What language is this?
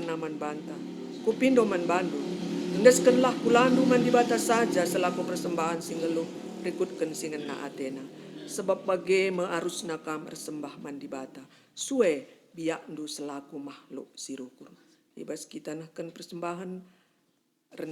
Batak Karo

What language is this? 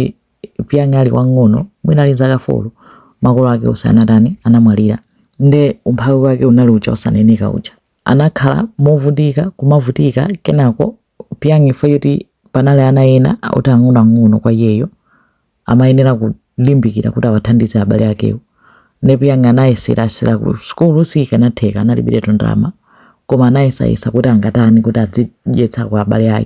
Nyanja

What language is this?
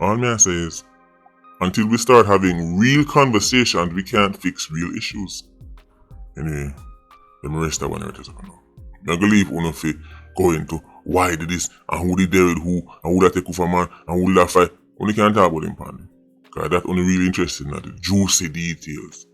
Jamaican Creole English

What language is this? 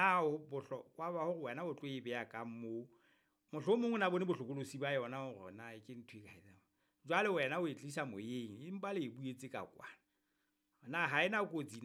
Southern Sotho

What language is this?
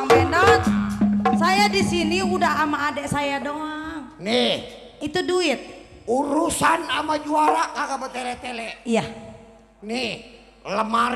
Betawi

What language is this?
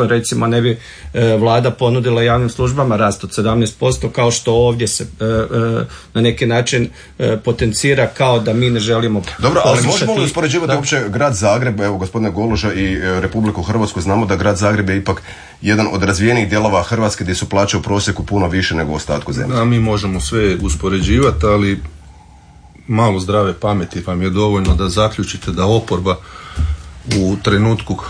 Croatian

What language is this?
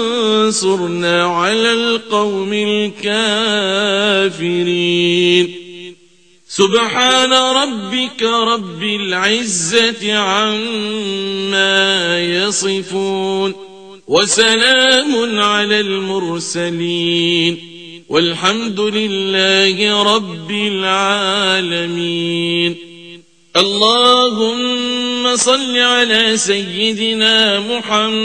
Arabic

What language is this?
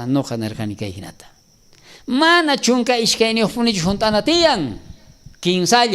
South Bolivian Quechua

